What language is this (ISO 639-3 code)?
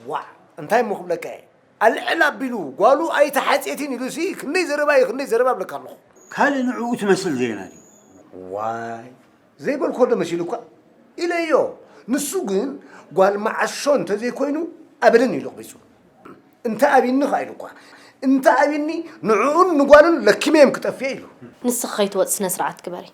tir